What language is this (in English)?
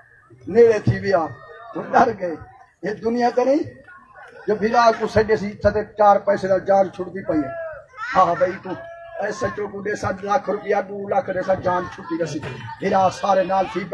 Saraiki